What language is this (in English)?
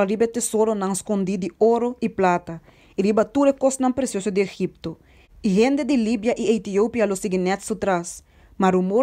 Papiamento